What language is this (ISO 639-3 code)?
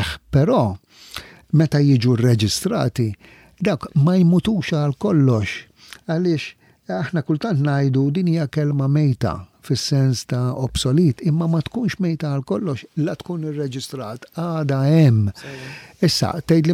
mlt